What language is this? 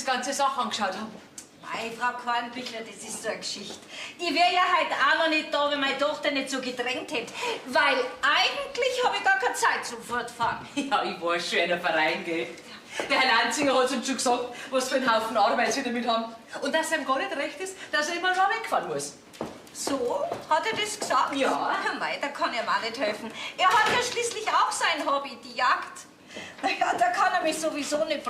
Bavarian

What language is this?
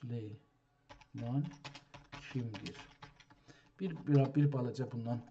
South Azerbaijani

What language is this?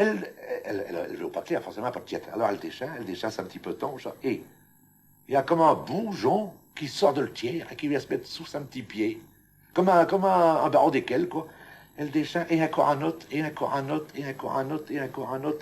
Picard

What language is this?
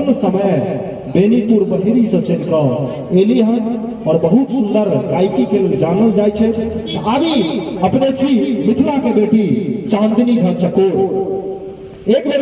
Maithili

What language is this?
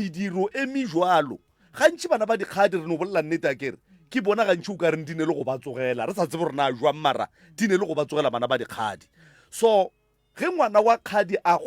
Northern Sotho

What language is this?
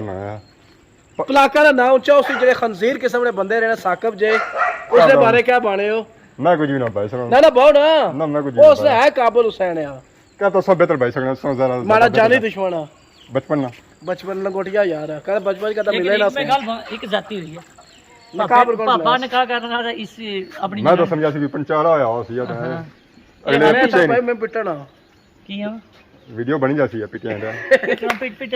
Pahari-Potwari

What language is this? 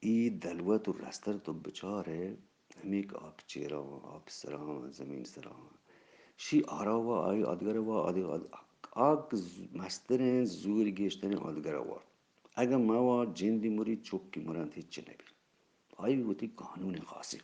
Eastern Balochi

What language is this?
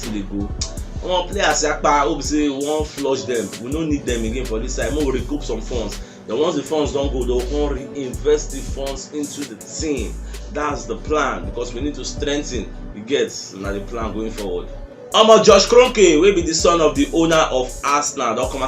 Nigerian Pidgin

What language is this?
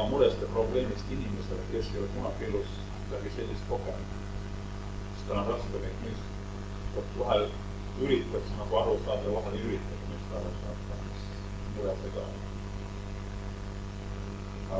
Estonian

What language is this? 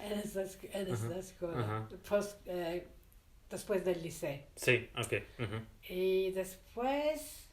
Ladino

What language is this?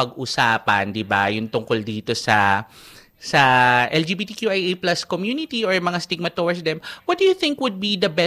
Filipino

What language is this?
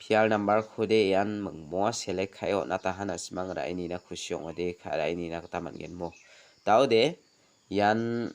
Garo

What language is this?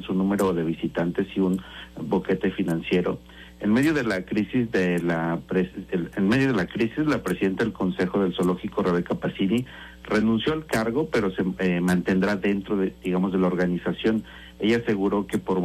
Spanish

